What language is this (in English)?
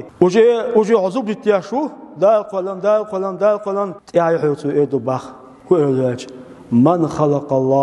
Chechen